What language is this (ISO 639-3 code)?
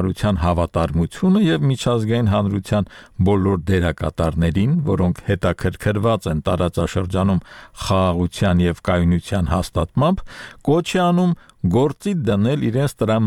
hye